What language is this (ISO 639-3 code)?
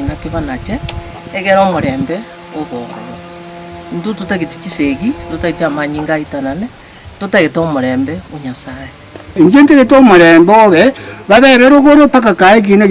guz